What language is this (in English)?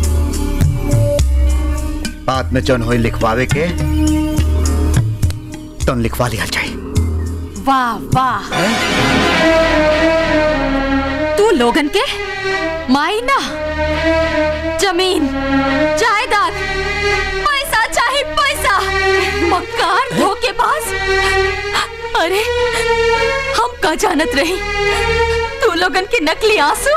Bhojpuri